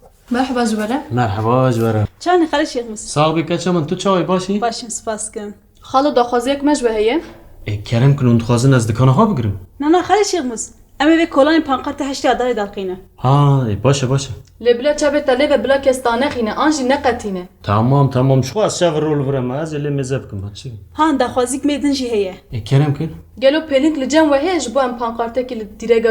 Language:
Kurdish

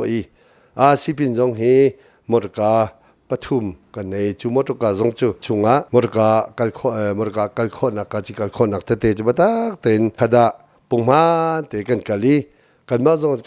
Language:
Hakha Chin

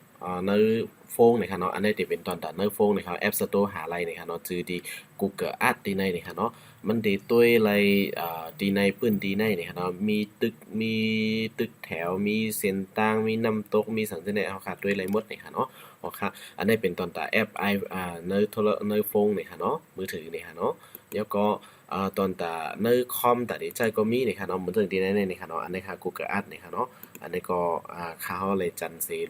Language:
Shan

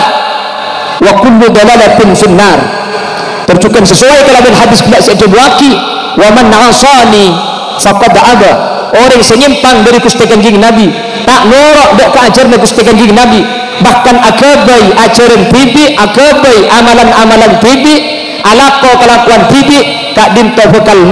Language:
Madurese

